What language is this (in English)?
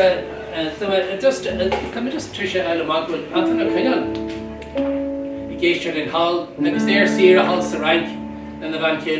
Irish